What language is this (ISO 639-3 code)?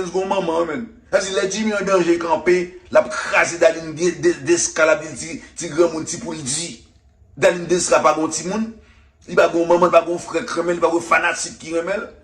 hat